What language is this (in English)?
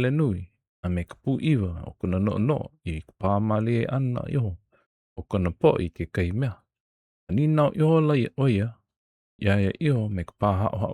Hawaiian